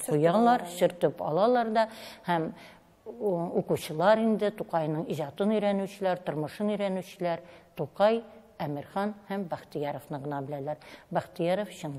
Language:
Tatar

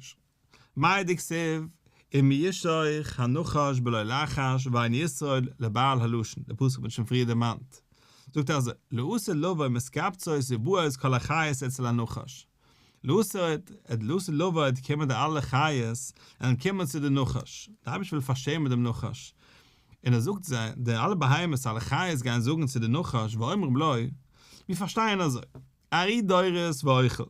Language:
Yiddish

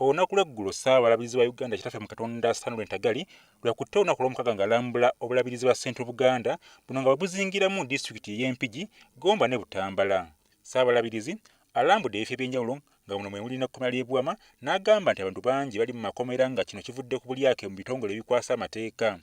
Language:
Ganda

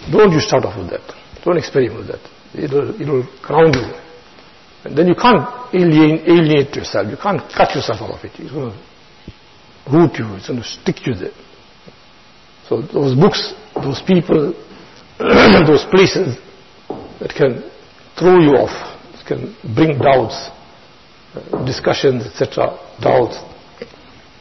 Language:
English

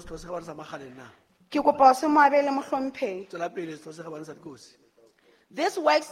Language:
Southern Sotho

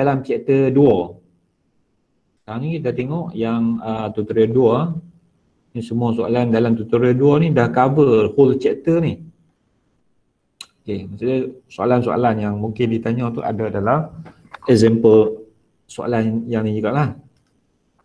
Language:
Malay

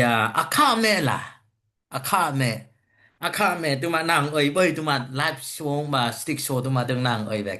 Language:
Dimasa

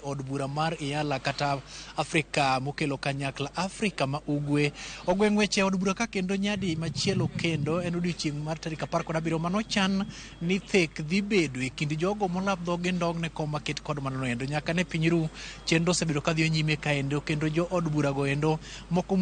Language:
Luo (Kenya and Tanzania)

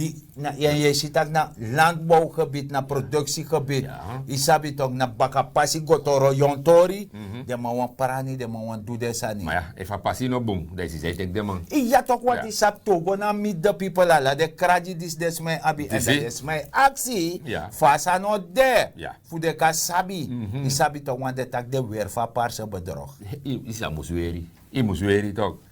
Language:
Sranan Tongo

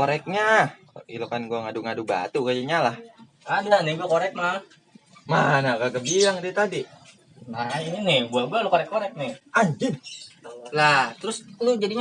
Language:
Betawi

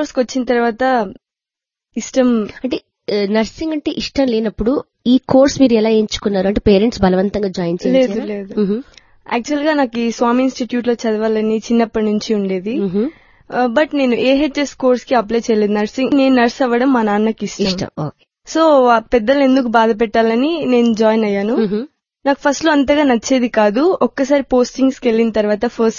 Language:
Telugu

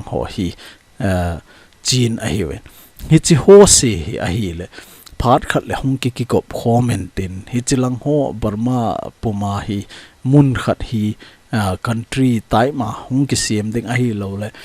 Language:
Thado Chin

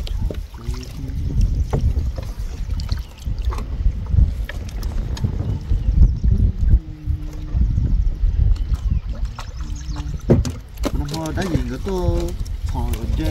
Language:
Vietnamese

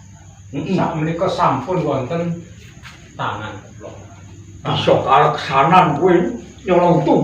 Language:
Javanese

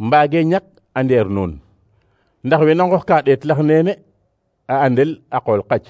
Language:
Serer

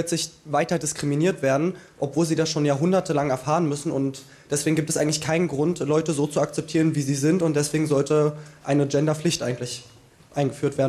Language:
German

